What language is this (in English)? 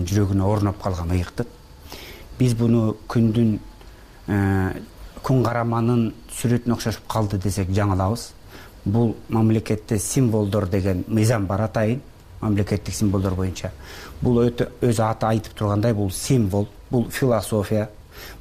Kyrgyz